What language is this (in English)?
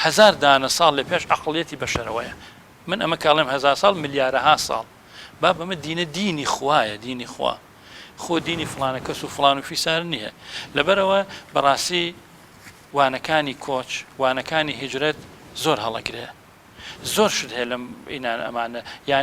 Central Kurdish